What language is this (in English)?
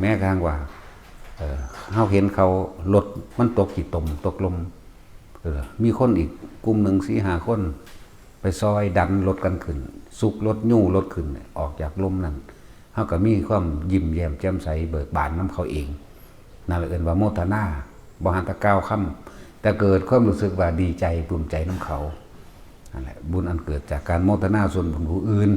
Northeastern Thai